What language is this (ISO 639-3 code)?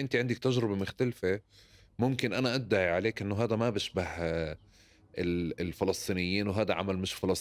apc